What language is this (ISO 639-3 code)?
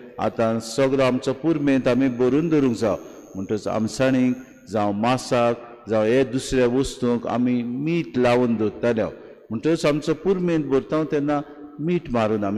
kok